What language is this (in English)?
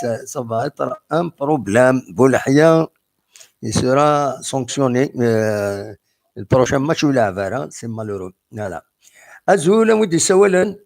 Kabyle